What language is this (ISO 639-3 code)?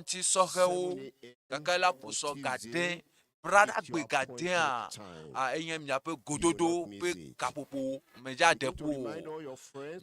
ewe